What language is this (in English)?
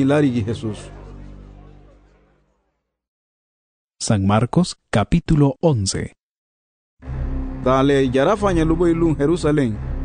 Garifuna